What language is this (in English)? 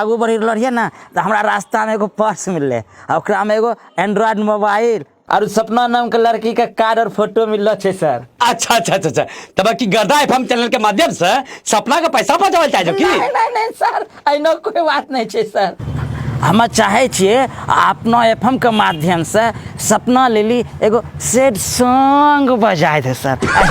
Angika